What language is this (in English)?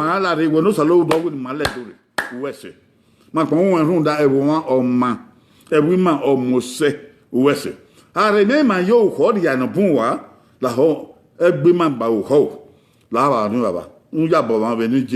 Bini